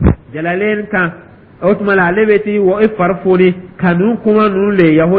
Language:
Dyula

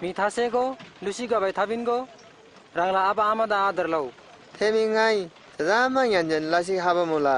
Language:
Eastern Tamang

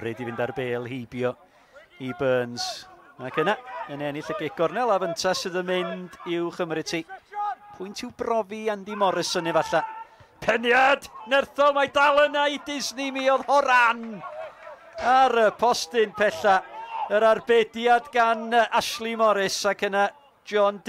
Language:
Welsh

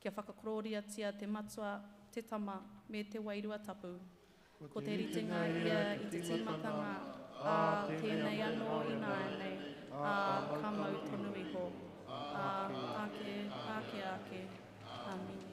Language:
Māori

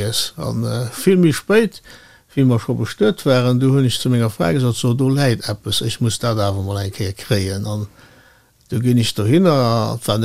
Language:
Luxembourgish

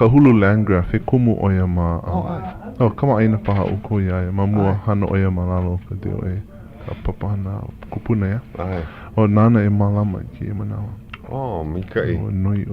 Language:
Hawaiian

